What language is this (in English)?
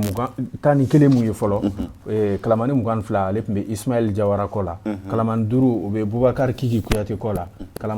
Bambara